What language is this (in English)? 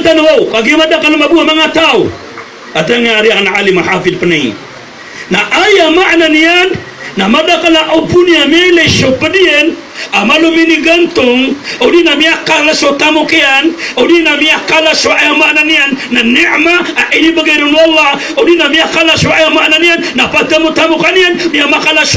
Maranao